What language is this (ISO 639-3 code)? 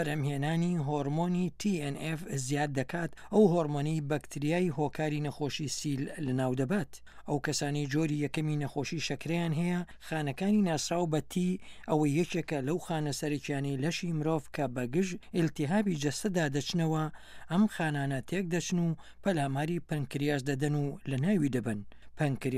ckb